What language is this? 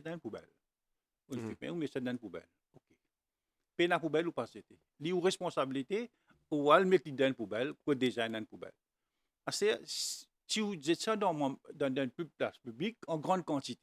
Morisyen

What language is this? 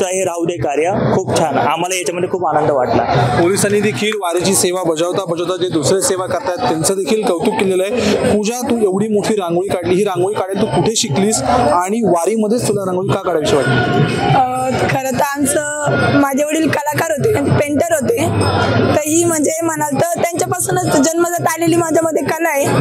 Marathi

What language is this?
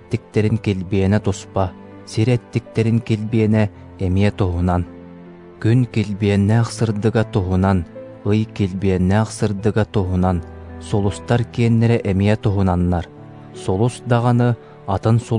Yakut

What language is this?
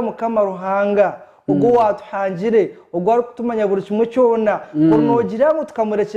Nyankole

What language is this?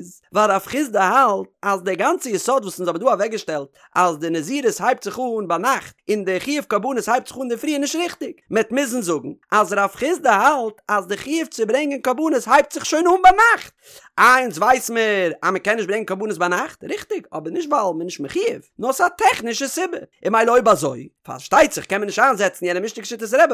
Yiddish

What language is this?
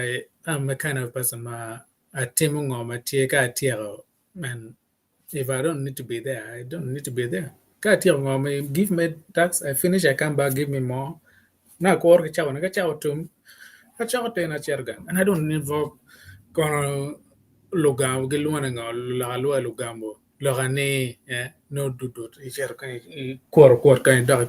Acoli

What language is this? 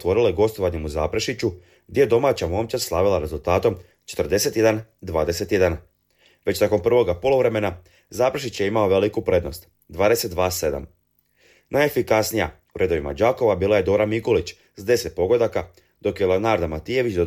Croatian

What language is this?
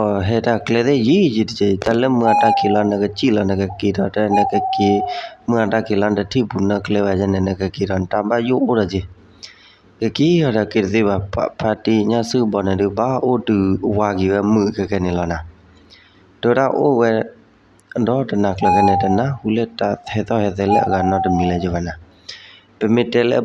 S'gaw Karen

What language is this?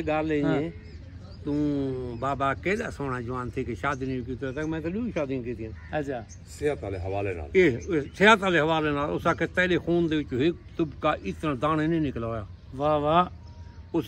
Saraiki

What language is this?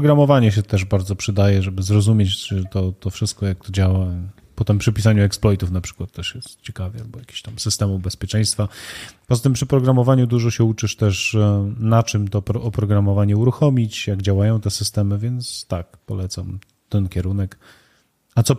Polish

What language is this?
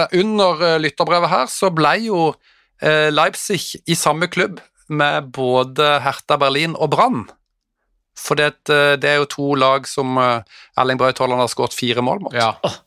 Norwegian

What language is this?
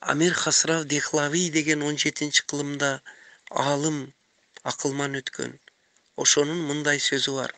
Kyrgyz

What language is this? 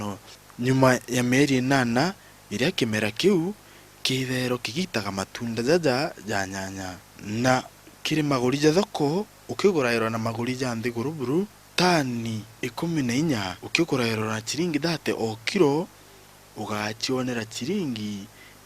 Meru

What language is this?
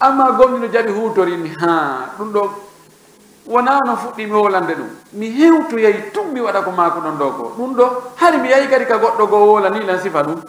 Fula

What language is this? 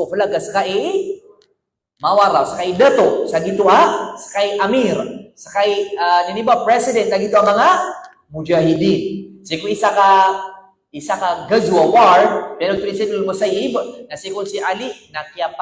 Maranao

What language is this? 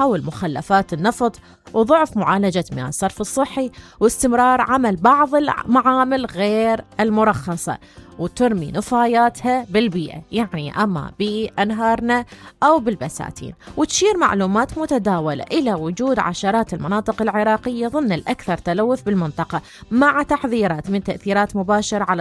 Mesopotamian Arabic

